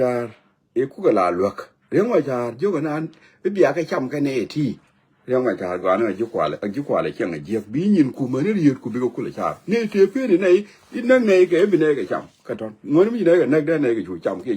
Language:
Nuer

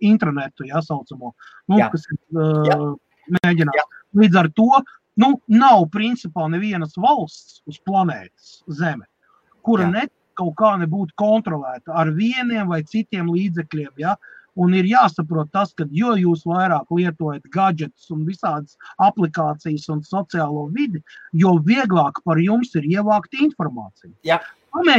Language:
Latvian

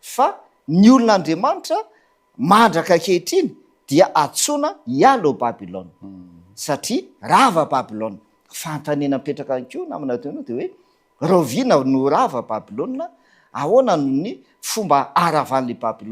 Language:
Malagasy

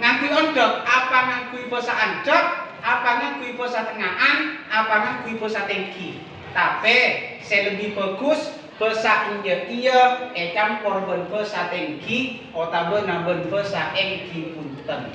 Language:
Madurese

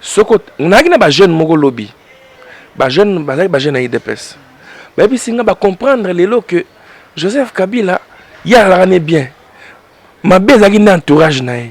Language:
Lingala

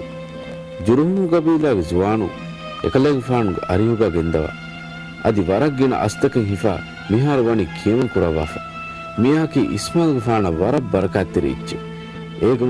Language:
Divehi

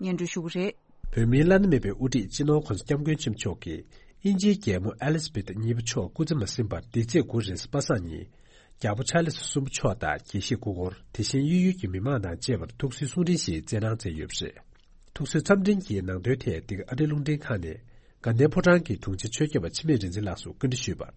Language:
Tibetan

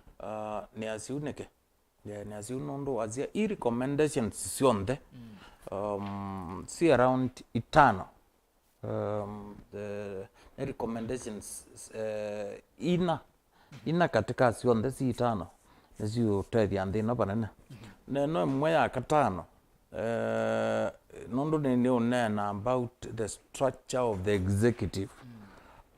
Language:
Kamba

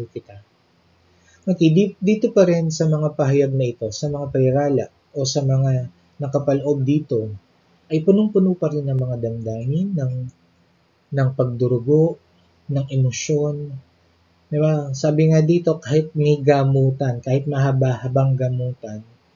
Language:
Filipino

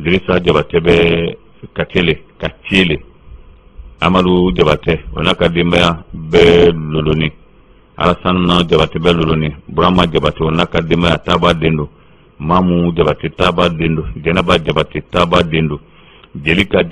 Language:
Bambara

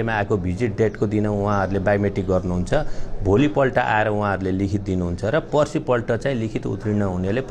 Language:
Nepali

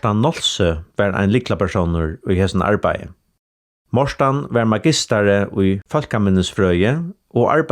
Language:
Faroese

